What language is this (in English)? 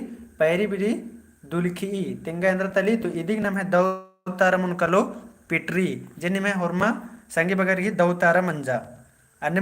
Kurukh